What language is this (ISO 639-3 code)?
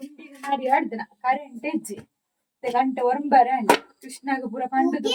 tcy